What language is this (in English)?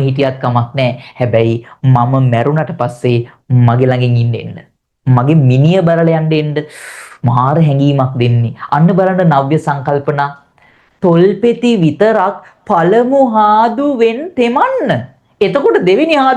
Sinhala